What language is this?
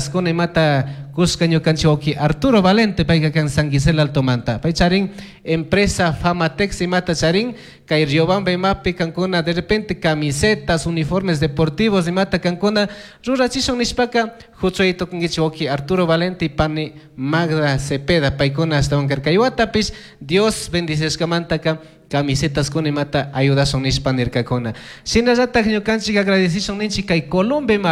Chimborazo Highland Quichua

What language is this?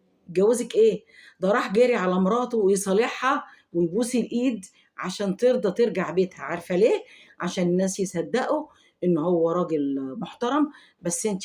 Egyptian Arabic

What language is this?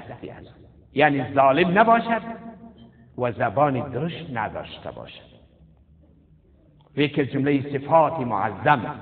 Persian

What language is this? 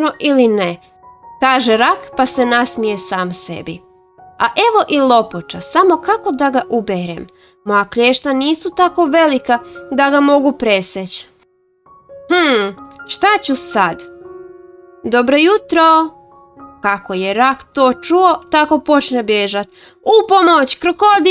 Croatian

